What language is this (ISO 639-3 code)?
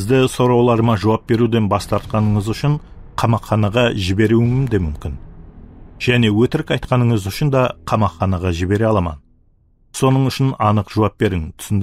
kaa